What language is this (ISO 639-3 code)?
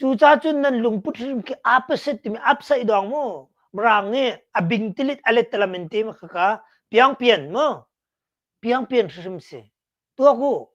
cnh